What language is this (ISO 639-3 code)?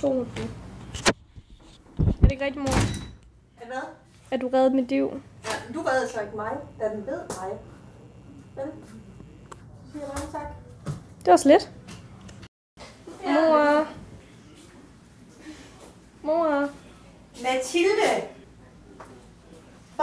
dan